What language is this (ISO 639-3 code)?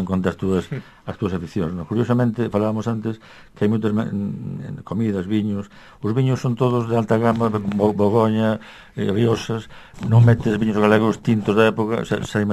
glg